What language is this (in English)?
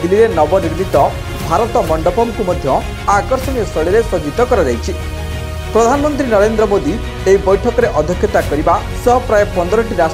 Odia